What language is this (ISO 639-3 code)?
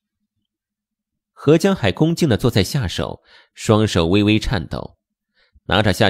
zho